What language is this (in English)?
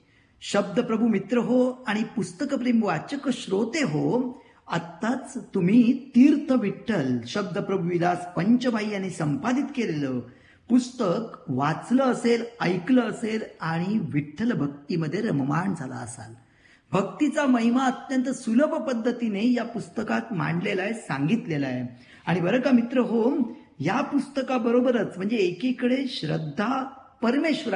Marathi